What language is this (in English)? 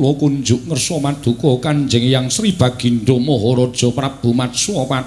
Javanese